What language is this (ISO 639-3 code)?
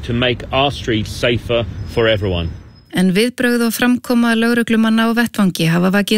isl